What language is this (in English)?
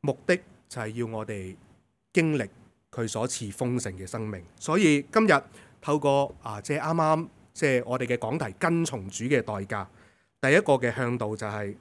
Cantonese